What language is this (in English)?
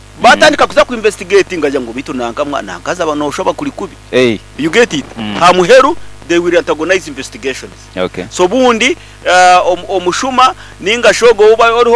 Nyoro